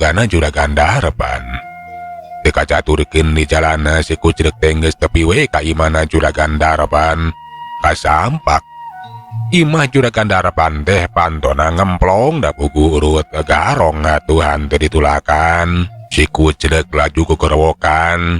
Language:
Sundanese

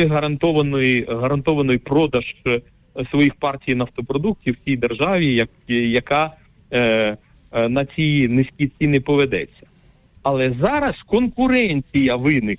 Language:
Ukrainian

